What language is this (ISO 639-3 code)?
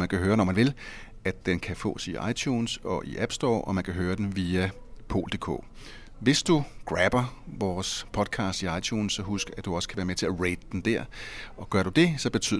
dan